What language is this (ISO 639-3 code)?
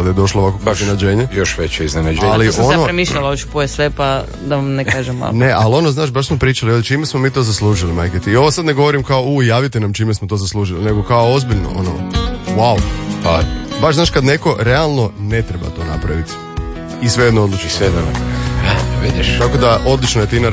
hrv